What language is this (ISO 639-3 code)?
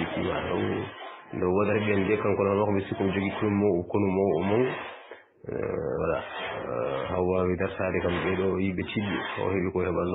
ful